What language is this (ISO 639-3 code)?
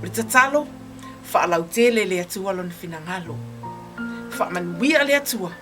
smo